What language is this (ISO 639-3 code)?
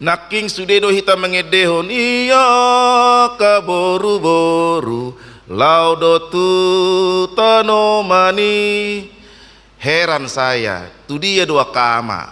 bbc